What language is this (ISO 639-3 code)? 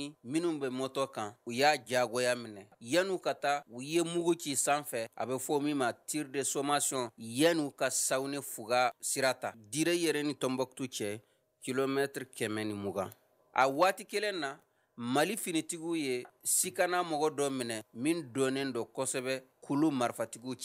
bam